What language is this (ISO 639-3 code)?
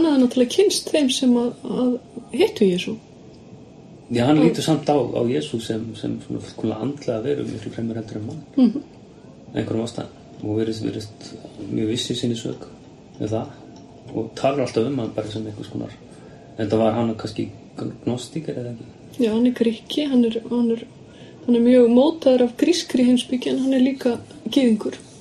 isl